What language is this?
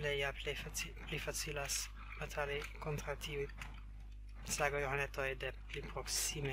Esperanto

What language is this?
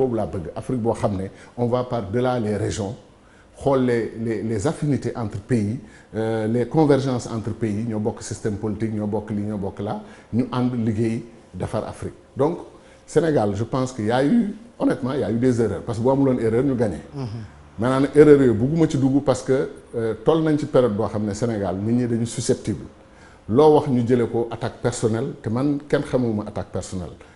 Wolof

